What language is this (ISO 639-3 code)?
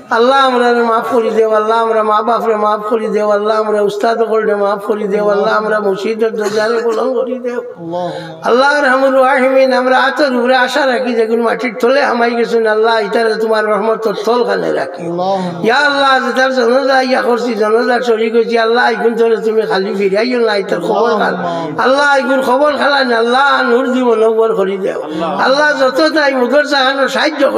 syl